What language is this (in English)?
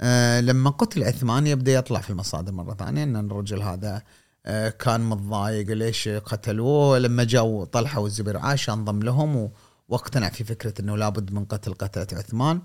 Gulf Arabic